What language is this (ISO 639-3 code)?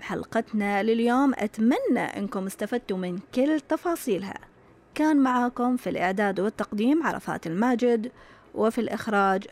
ars